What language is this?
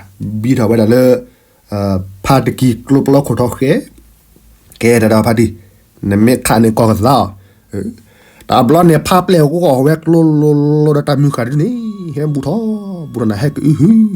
S'gaw Karen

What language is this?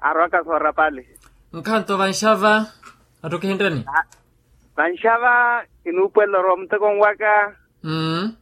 Makhuwa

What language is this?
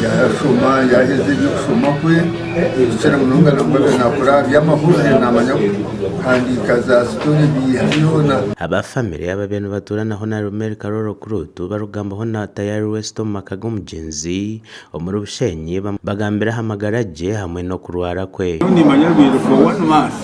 Nyankole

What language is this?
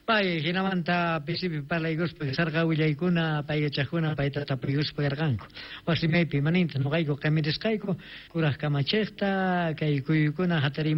South Bolivian Quechua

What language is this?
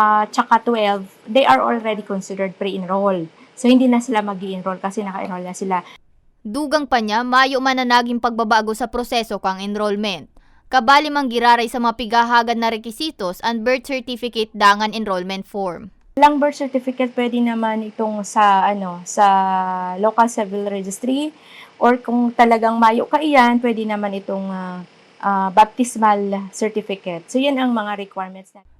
Bikol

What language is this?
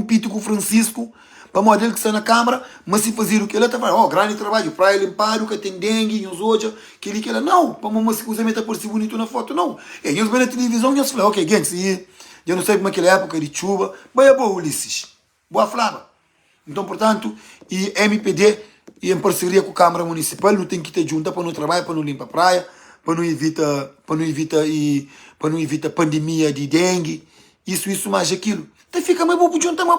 Kabuverdianu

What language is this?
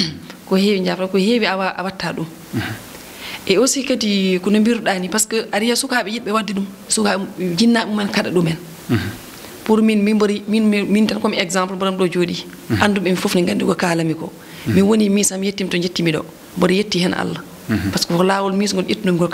Fula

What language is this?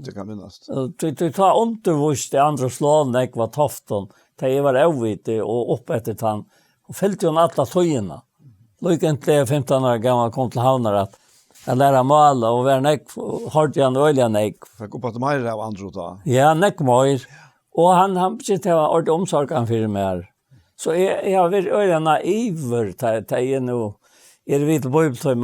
Faroese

